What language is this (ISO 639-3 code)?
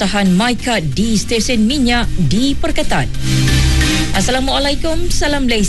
msa